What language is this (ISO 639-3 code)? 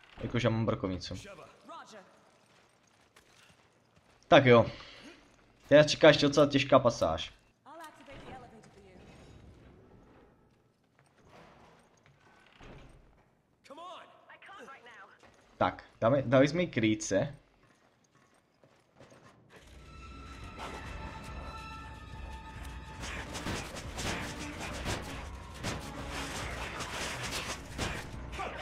ces